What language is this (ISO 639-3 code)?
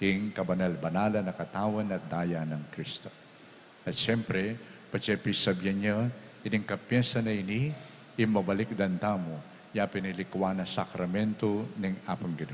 pam